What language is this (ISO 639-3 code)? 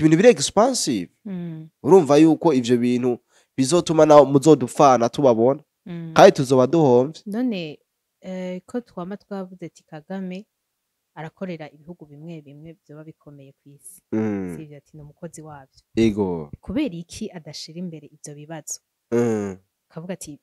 run